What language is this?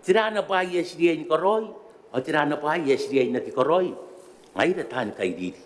Gilbertese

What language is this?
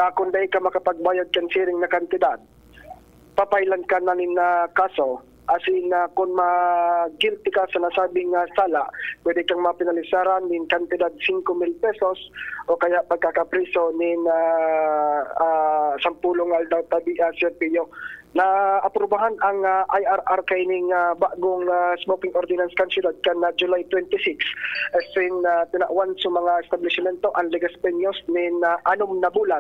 Bikol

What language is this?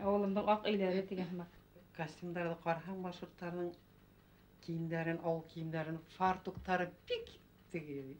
Bashkir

